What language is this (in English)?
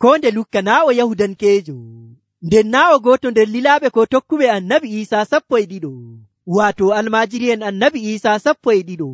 Nigerian Fulfulde